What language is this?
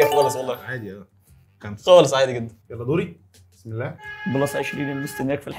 Egyptian Arabic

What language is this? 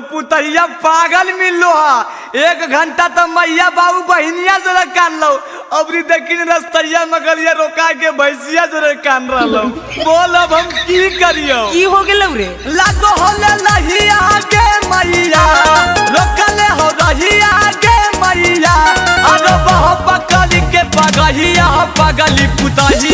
Magahi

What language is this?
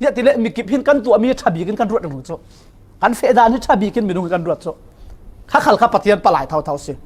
Falam Chin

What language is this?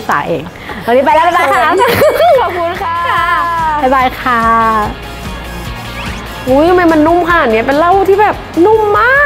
Thai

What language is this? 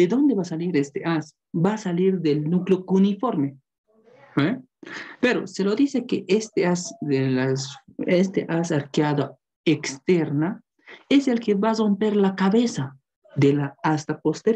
Spanish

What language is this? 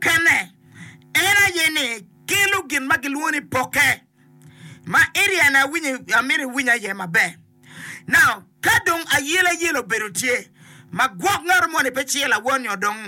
Acoli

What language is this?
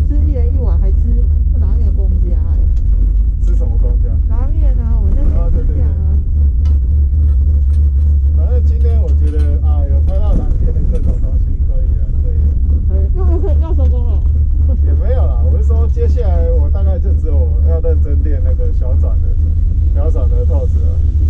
Chinese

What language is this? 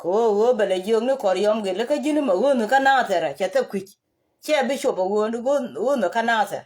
Nuer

